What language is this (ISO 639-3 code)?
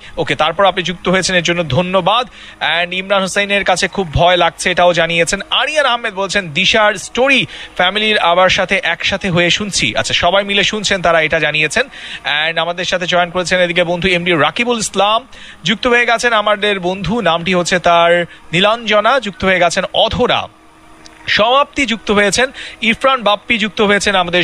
ben